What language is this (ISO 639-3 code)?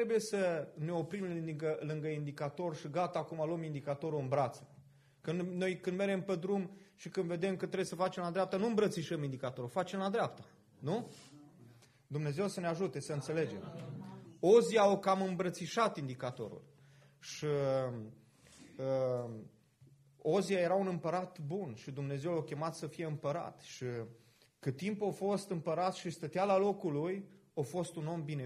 ron